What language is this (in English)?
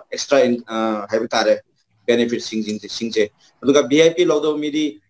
Manipuri